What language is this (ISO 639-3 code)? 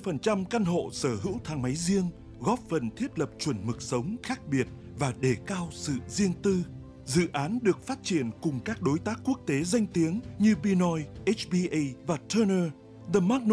vie